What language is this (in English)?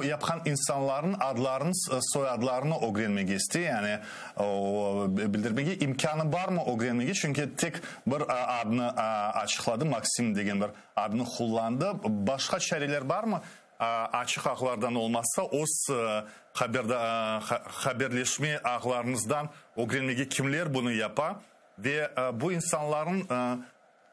Crimean Tatar